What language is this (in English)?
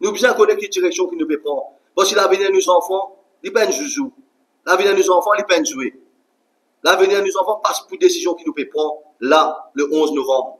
Morisyen